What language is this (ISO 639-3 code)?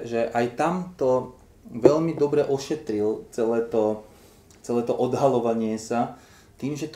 slk